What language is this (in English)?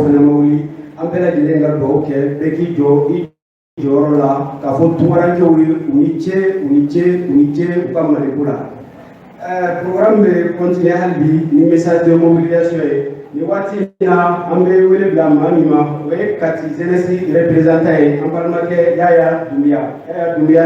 Bambara